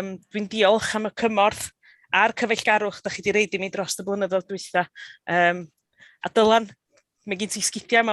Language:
Welsh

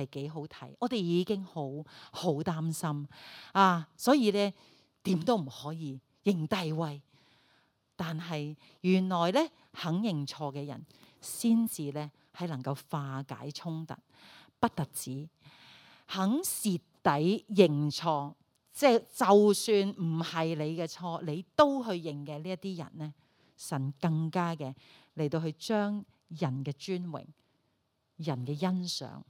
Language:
Cantonese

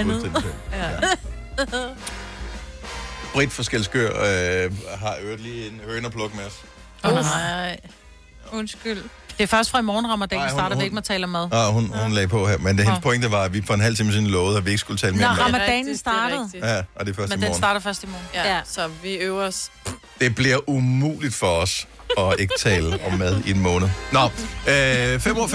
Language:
Danish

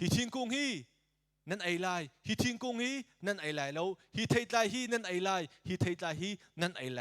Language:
Hakha Chin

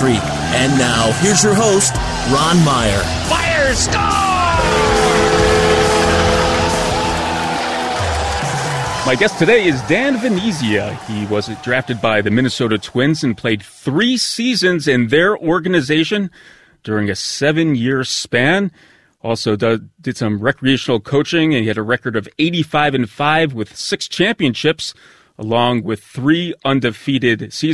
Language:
English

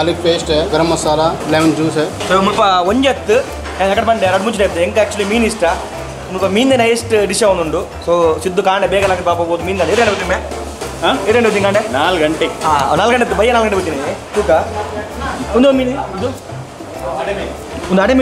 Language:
Tulu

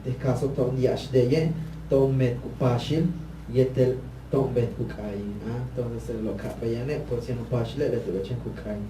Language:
Yucateco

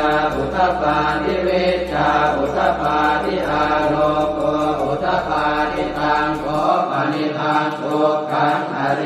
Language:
Pali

